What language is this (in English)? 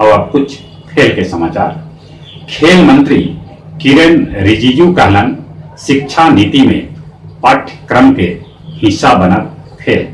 Magahi